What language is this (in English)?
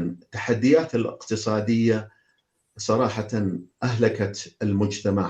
North Levantine Arabic